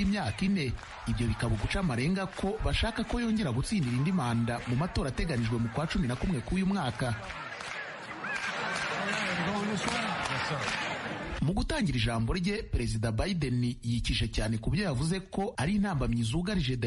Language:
Kinyarwanda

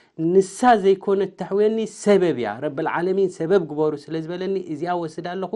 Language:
Tigrinya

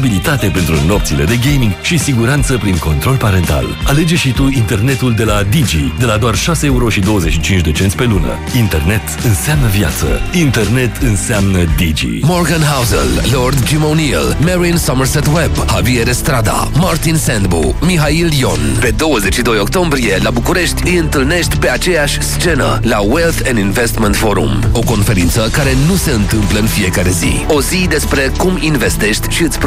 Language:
Romanian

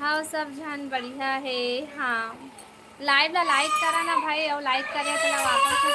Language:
Chhattisgarhi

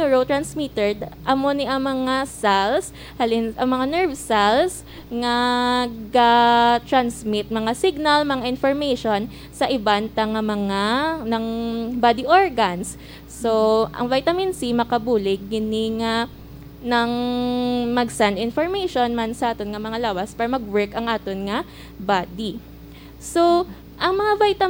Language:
Hiligaynon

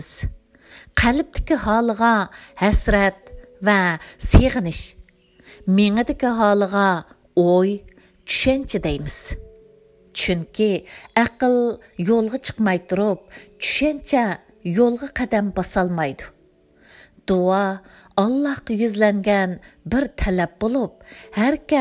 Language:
Uyghur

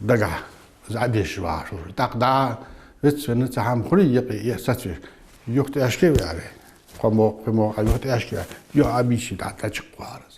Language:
Ingush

